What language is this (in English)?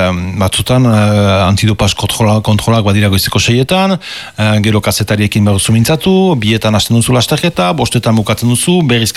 Basque